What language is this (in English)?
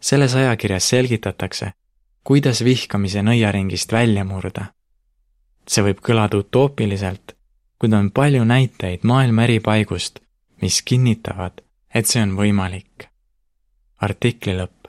Estonian